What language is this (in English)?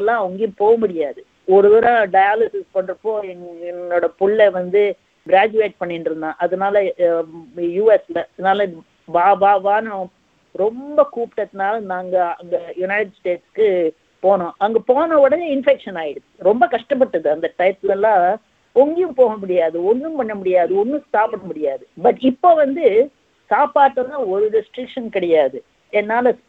Tamil